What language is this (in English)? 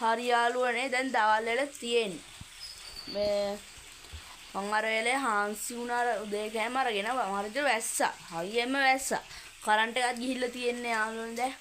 Sinhala